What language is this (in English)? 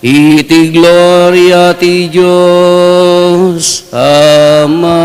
Iloko